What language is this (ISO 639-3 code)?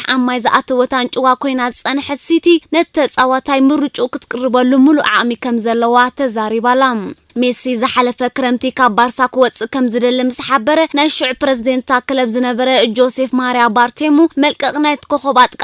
tir